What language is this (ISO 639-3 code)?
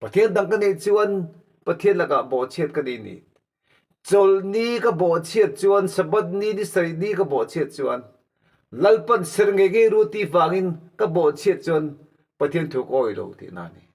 lus